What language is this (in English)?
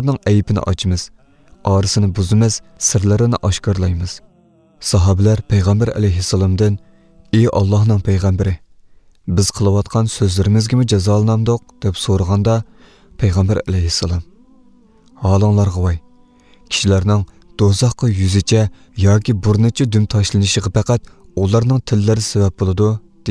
Uyghur